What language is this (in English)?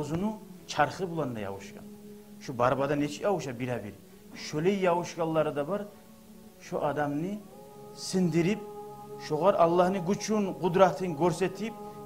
Kumyk